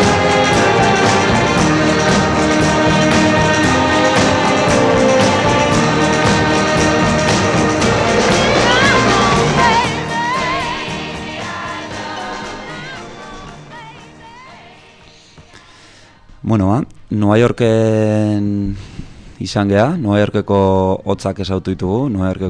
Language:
Basque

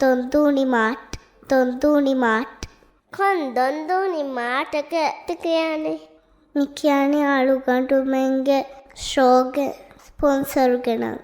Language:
Divehi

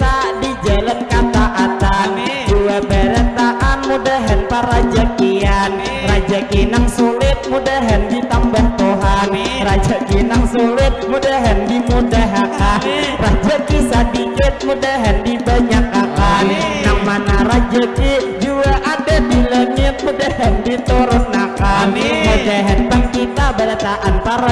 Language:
Banjar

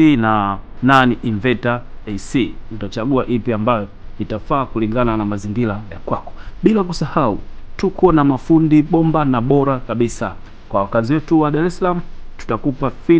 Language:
Swahili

